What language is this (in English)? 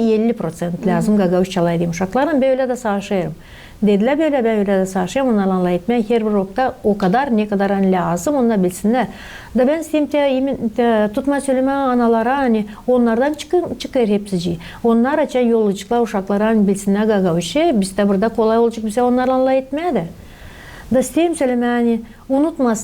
Gagauz